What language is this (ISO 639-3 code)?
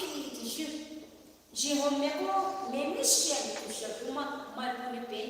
pmx